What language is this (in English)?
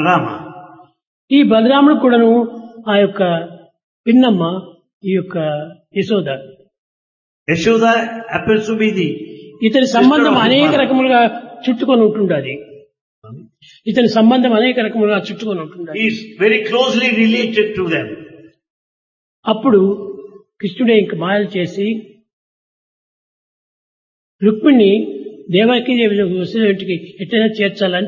Telugu